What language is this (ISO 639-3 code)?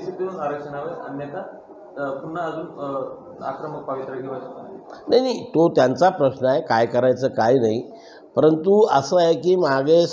mar